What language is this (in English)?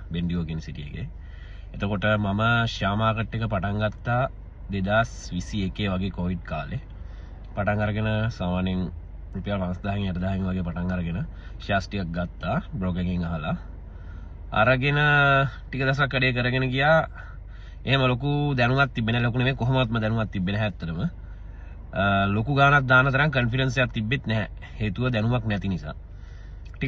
Sinhala